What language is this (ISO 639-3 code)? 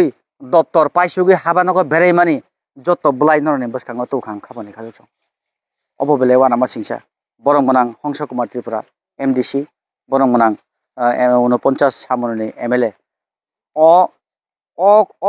trp